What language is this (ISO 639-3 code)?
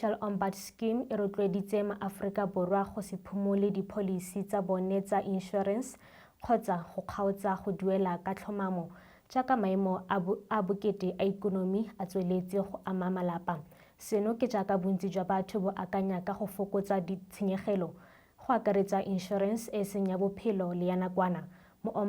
tsn